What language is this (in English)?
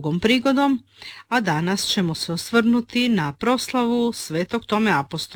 Croatian